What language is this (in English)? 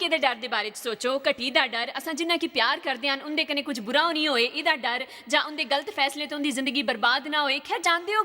Dogri